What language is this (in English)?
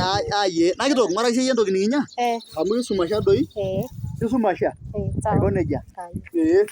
Masai